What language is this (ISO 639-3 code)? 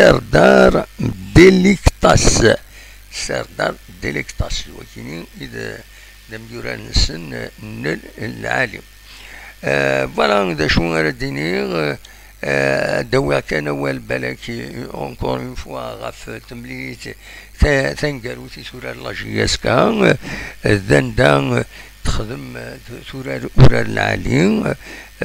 kab